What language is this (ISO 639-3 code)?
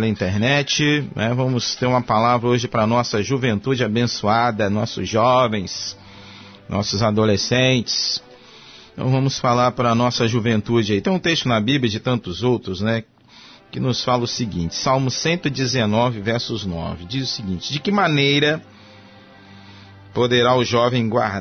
por